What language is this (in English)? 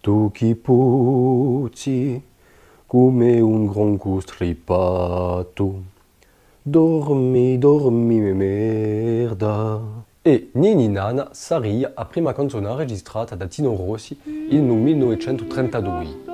Corsican